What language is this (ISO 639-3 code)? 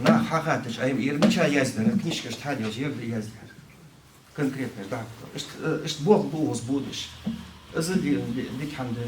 inh